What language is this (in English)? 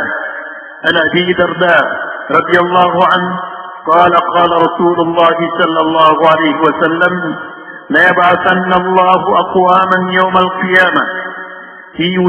Maranao